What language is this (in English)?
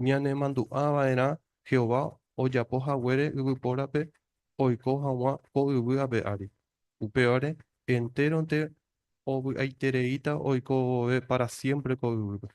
Guarani